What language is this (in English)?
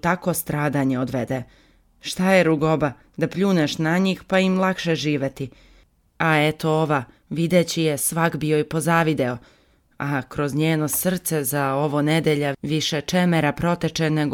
Serbian